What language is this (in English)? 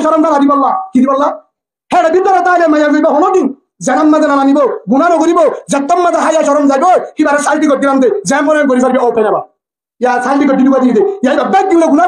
Rohingya